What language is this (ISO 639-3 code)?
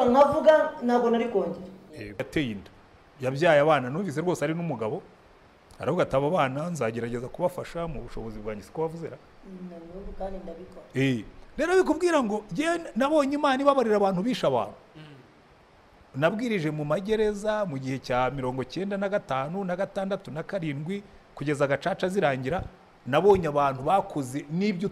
kin